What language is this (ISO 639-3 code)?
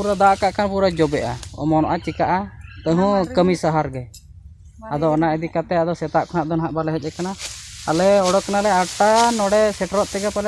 sat